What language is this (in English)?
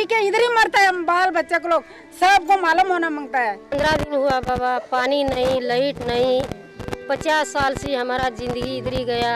Konkani